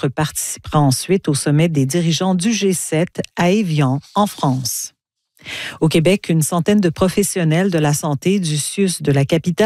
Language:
French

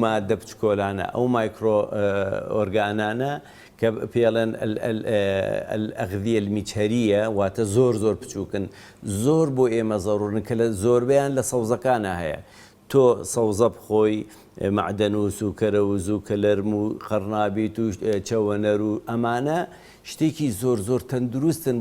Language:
Central Kurdish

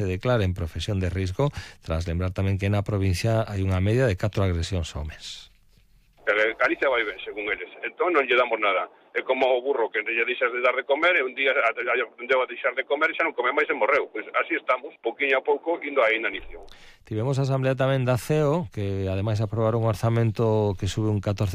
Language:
Galician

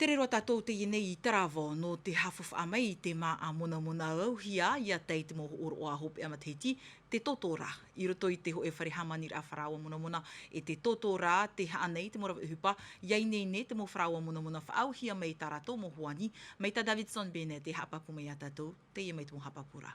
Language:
Tahitian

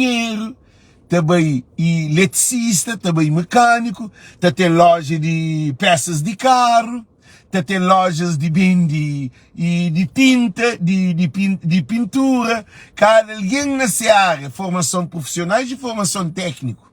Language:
Kabuverdianu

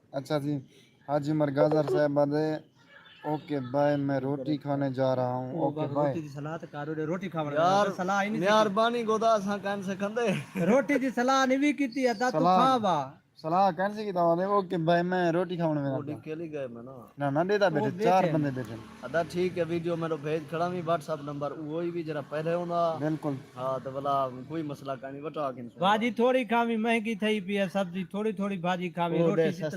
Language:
Saraiki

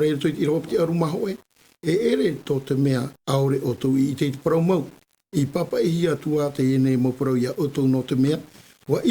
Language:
Tahitian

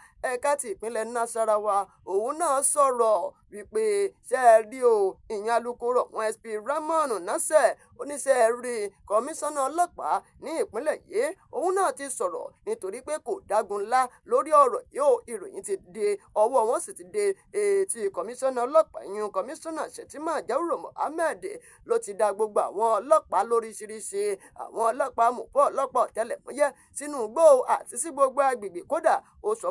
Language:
Yoruba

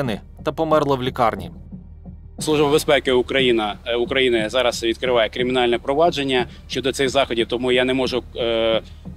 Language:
Ukrainian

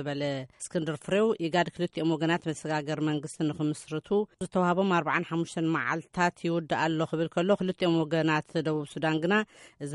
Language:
Tigrinya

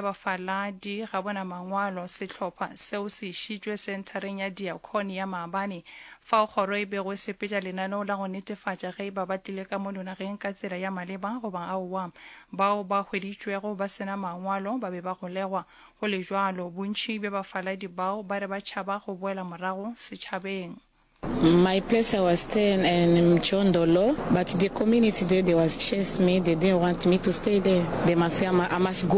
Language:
Northern Sotho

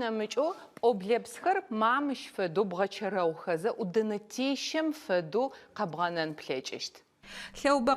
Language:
Adyghe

